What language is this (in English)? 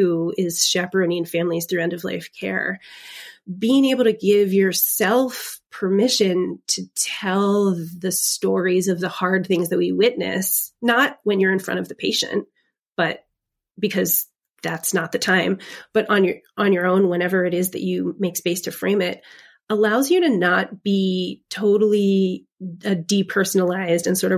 English